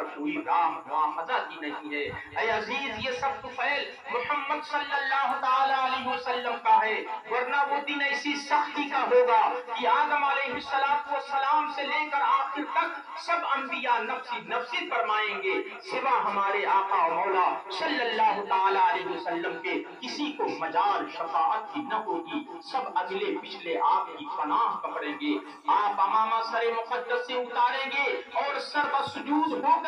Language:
Urdu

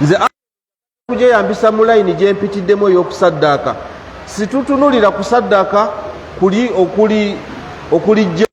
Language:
Ganda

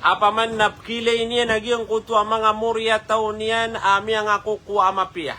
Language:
Maranao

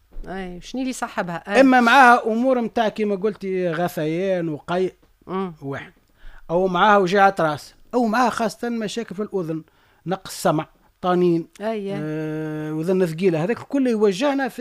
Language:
Tunisian Arabic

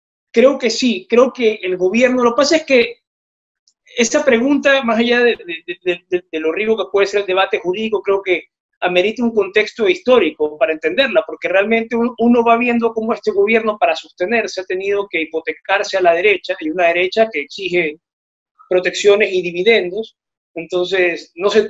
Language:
Spanish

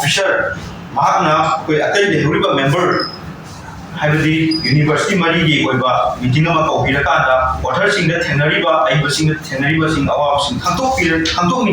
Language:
Manipuri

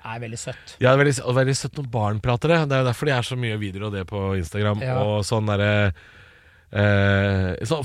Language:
Norwegian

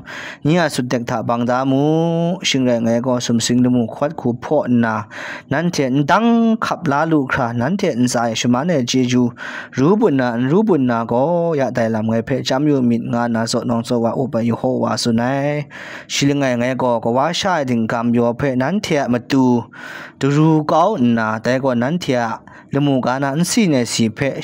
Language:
Kachin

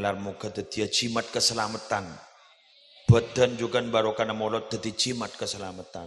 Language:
Madurese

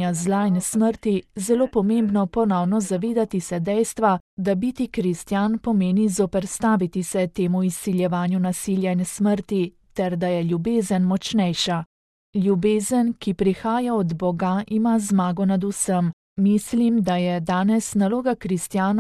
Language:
Slovenian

